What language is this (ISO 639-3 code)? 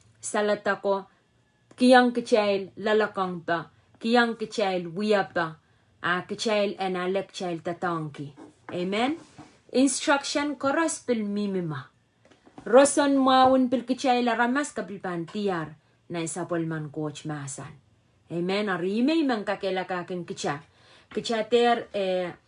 pon